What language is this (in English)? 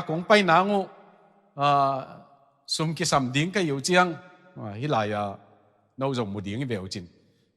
Tedim Chin